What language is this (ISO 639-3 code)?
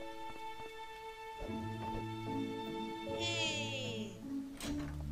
por